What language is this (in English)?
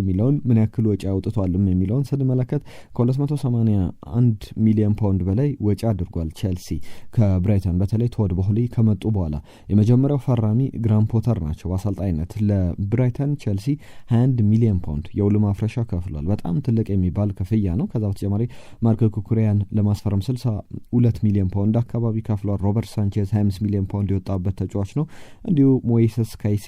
Amharic